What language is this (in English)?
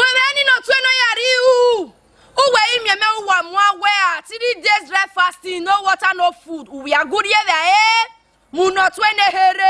Bini